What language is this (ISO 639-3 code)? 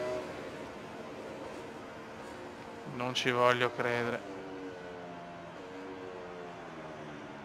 ita